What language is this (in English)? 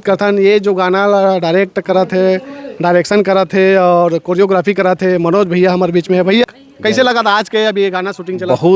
Chhattisgarhi